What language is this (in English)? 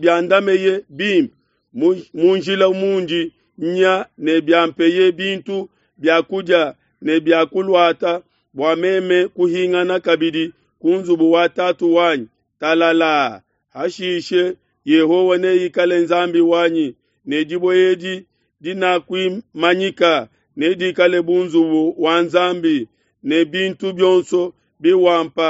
Luba-Lulua